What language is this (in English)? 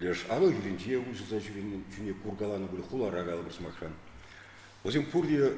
Chuvash